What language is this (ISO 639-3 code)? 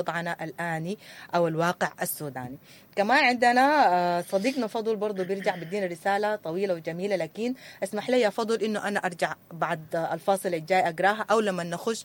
apd